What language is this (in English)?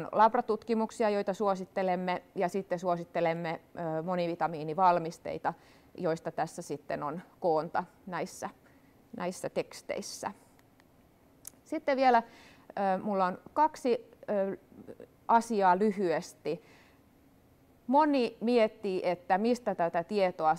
Finnish